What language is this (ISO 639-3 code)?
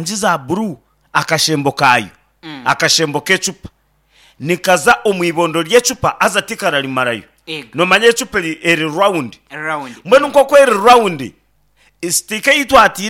nyn